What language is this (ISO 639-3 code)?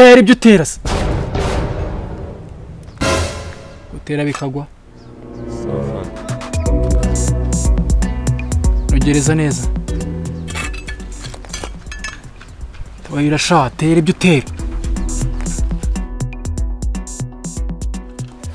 kin